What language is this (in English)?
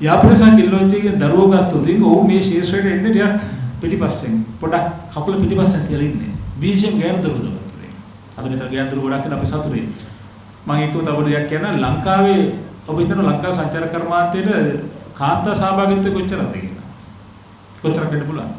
Sinhala